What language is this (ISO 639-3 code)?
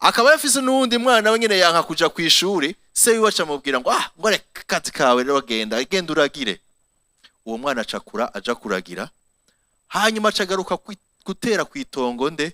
run